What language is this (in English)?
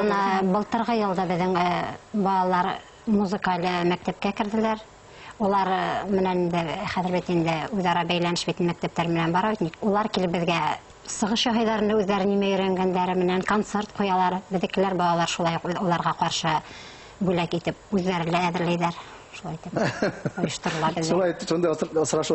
Bashkir